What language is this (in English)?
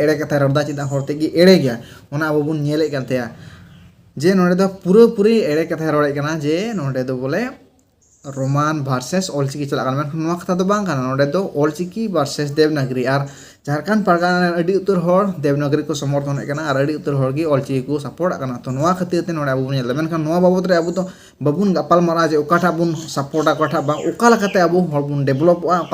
Santali